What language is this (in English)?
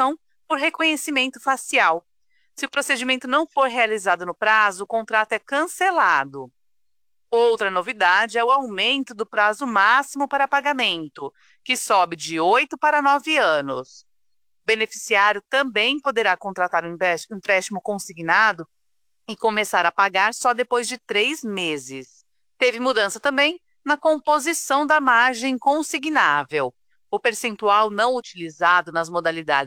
Portuguese